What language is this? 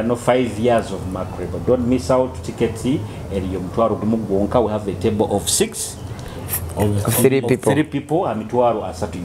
Nyoro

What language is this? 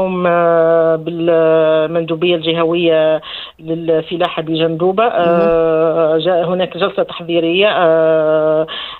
Tunisian Arabic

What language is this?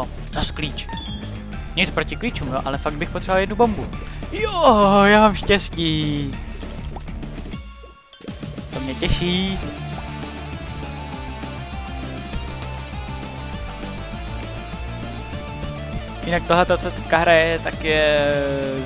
Czech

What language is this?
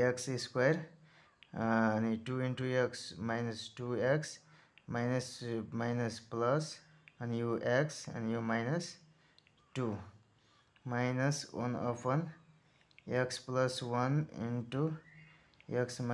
Nepali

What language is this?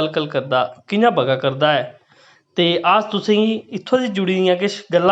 Dogri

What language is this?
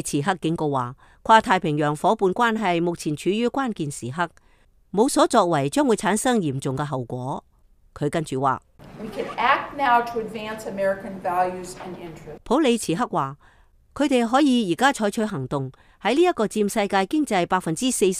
Cantonese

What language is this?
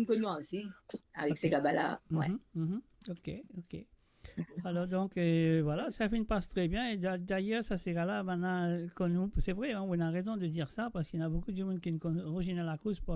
Morisyen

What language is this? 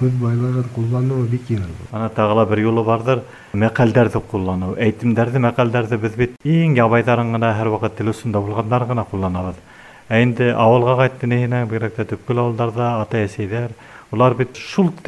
Bashkir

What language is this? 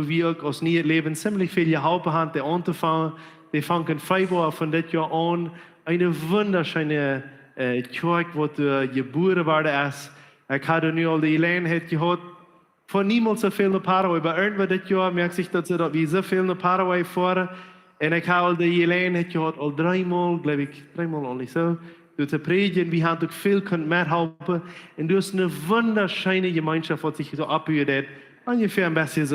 Plautdietsch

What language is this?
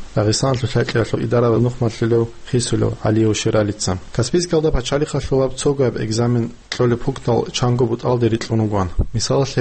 Avaric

